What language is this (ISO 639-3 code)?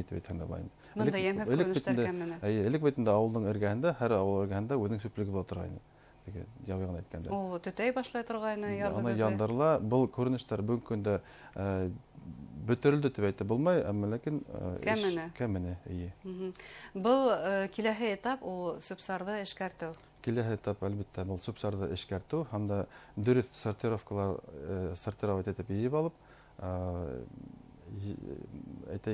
bak